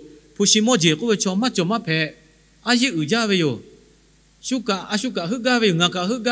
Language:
Lahu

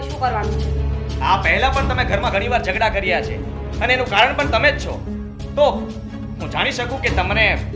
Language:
Gujarati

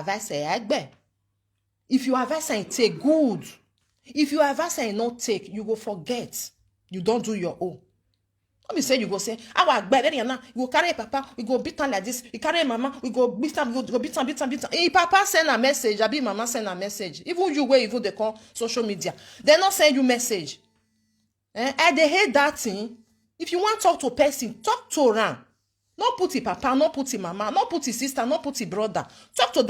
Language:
Nigerian Pidgin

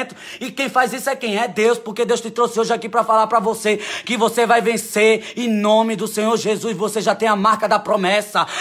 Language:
Portuguese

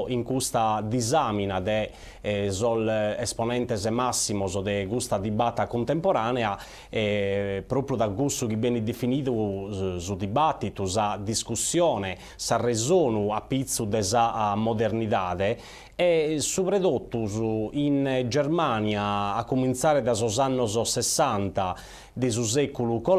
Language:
Sardinian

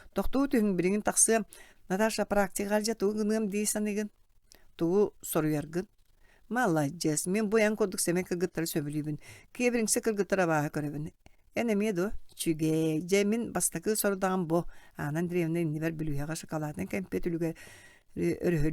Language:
Yakut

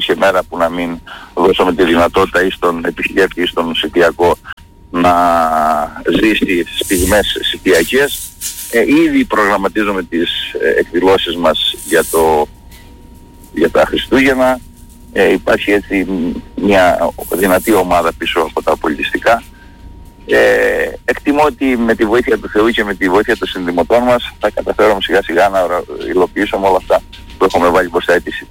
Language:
Greek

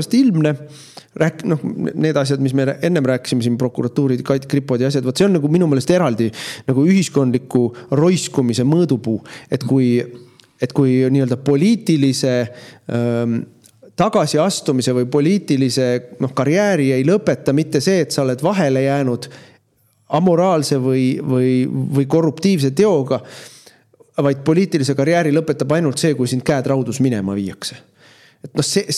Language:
Estonian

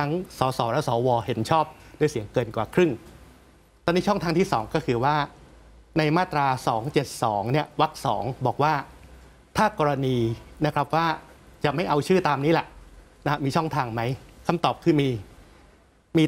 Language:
Thai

